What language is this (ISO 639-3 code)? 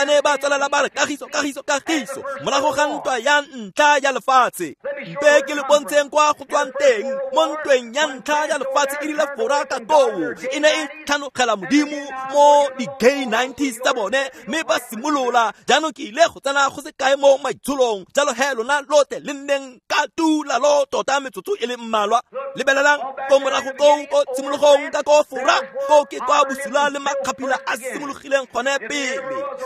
tsn